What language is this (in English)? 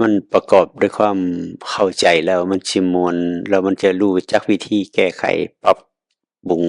Northeastern Thai